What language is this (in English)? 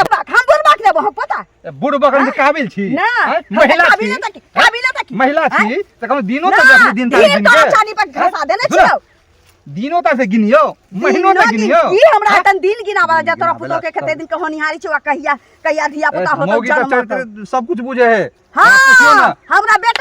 Maithili